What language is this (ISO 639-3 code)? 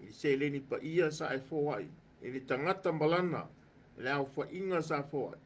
smo